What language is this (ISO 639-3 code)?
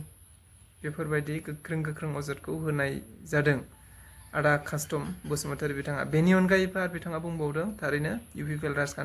brx